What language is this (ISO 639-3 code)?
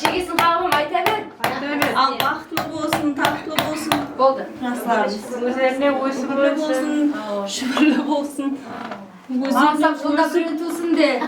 kaa